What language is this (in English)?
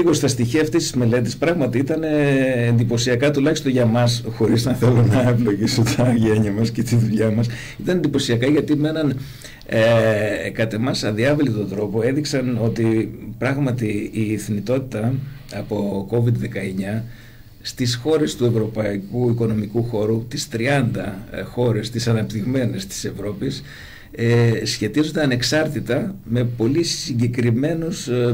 Greek